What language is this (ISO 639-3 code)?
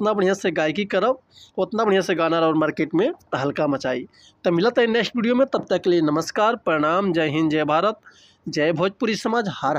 bho